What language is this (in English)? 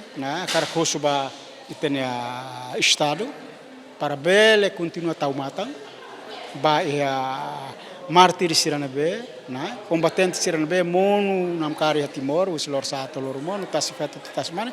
Tetum